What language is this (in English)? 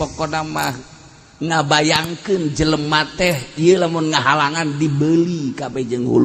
Sundanese